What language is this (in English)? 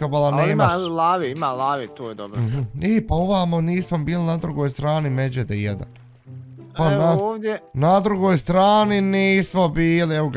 Bosnian